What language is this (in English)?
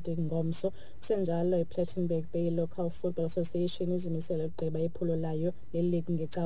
Xhosa